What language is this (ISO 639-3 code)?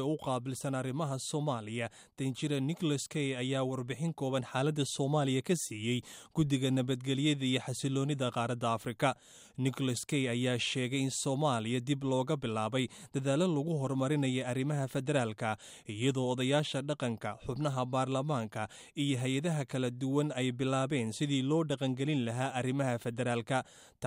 som